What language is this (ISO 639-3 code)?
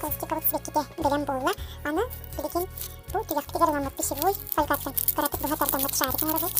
sah